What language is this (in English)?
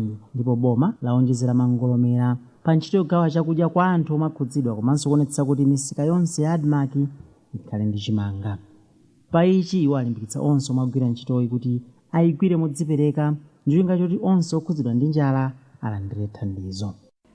Nyanja